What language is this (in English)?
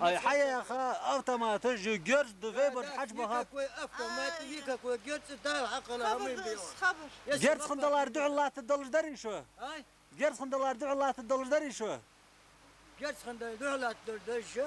Ingush